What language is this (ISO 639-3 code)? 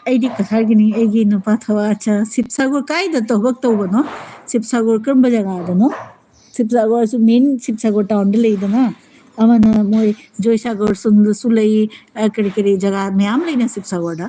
mni